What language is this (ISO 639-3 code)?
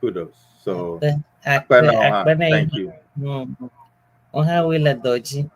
ewe